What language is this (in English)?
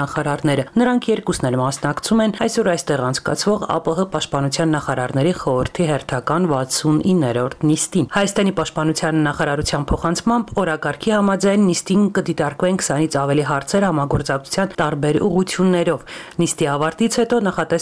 Armenian